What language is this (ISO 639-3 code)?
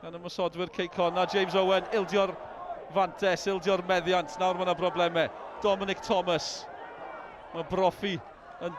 cym